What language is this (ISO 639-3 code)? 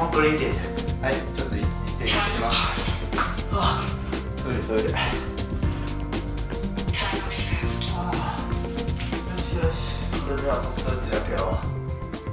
jpn